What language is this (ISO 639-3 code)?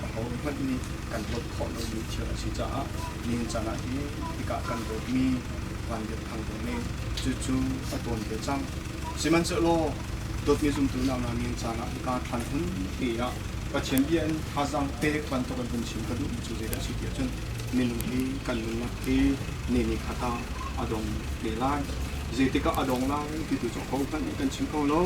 cnh